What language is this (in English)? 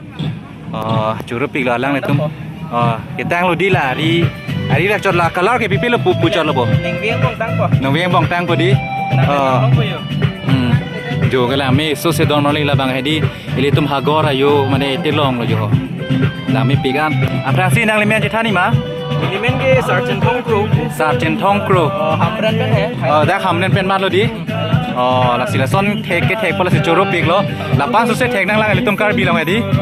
Karbi